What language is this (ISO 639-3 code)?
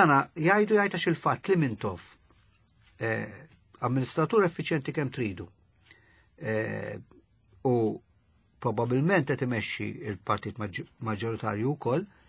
mlt